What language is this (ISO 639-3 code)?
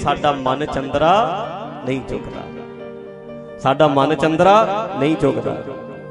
pan